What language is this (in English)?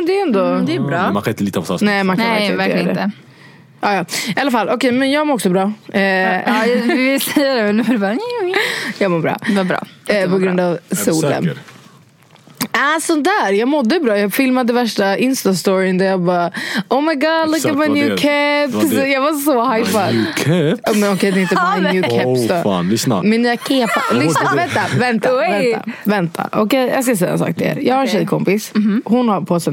Swedish